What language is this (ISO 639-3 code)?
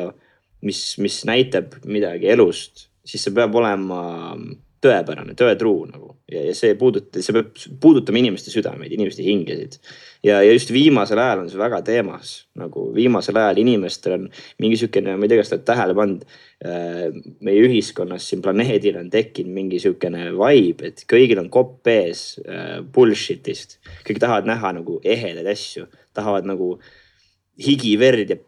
est